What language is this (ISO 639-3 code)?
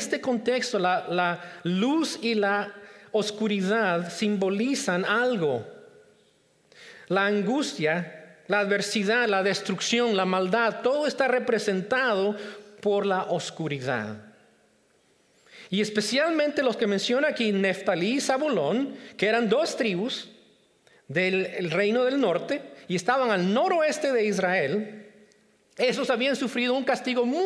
spa